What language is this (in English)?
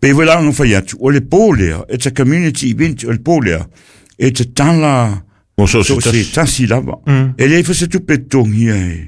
Samoan